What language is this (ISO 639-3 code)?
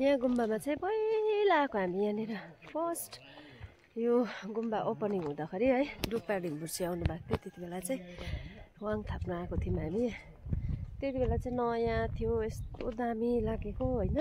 nep